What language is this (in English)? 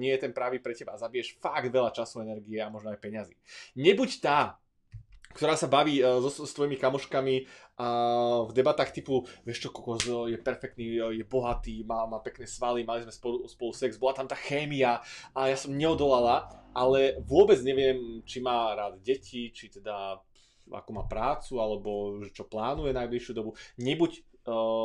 Slovak